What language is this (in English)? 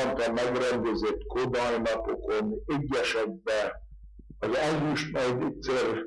Hungarian